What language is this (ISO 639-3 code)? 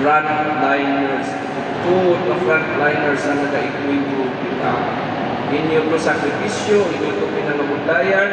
hil